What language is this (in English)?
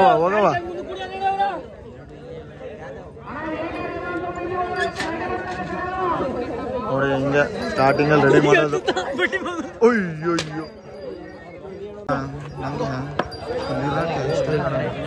Kannada